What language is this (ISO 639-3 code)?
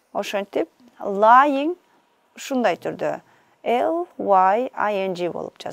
kir